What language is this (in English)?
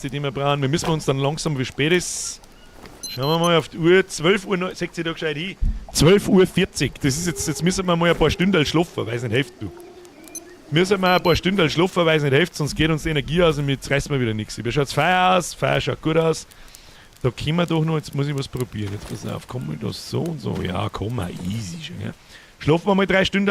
Bavarian